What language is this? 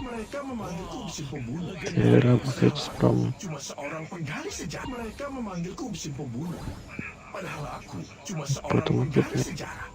Banjar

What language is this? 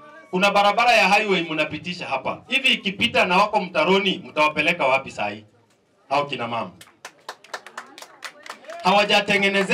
Swahili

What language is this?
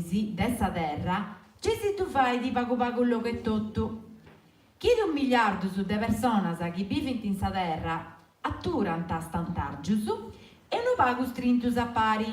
Sardinian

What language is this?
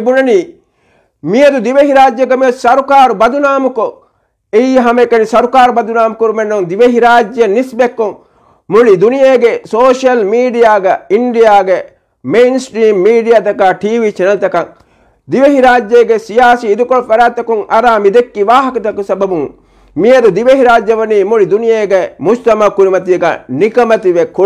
Divehi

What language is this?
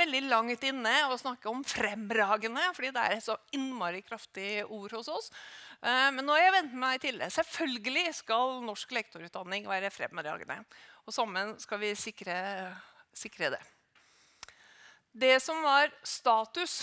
Norwegian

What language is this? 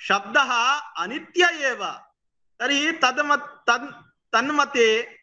Sanskrit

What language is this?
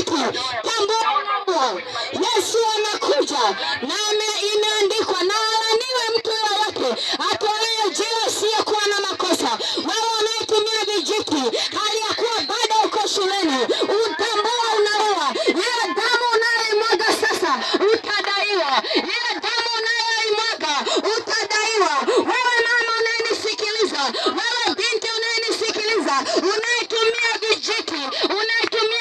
Swahili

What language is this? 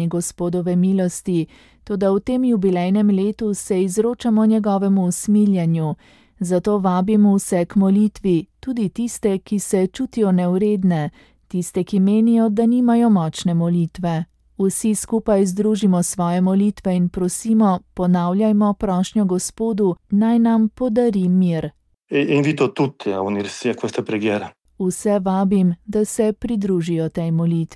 Slovenian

